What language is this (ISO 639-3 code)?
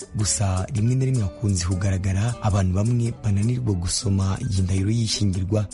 kin